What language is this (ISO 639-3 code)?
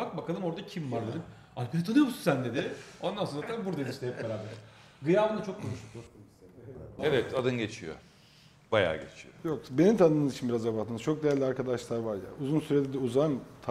tur